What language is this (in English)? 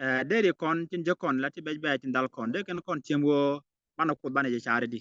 Nuer